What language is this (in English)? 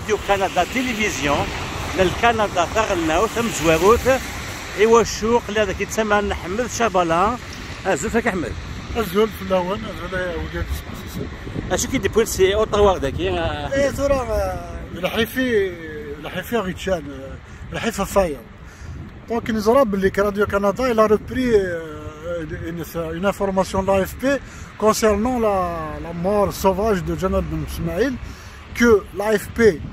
Kabyle